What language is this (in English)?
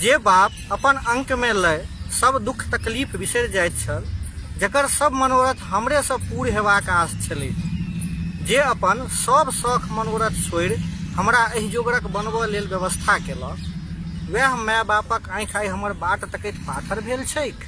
Maithili